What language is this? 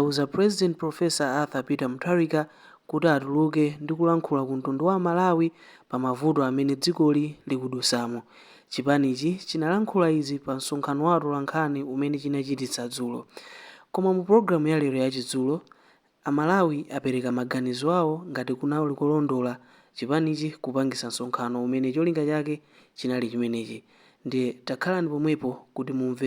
Nyanja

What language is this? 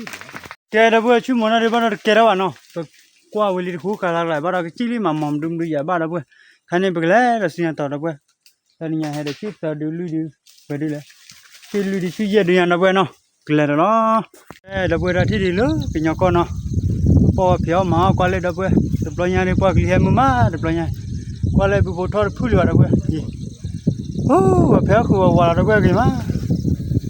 S'gaw Karen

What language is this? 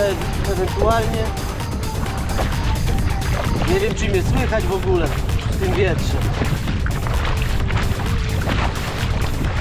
Polish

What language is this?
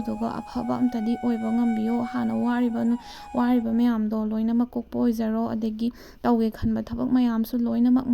Manipuri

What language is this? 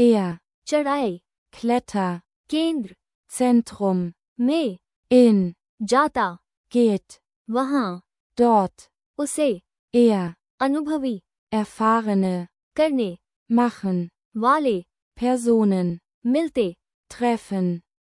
Hindi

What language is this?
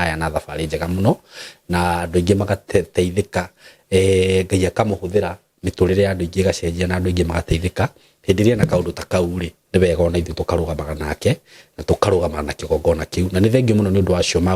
Kikuyu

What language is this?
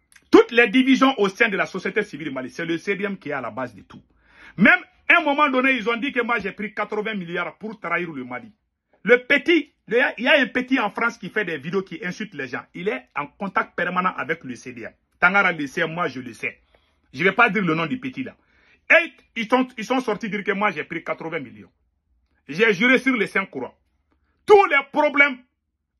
French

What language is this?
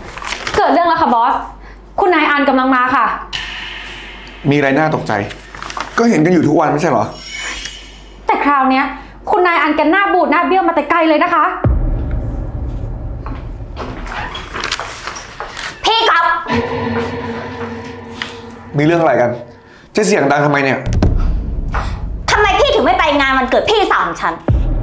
Thai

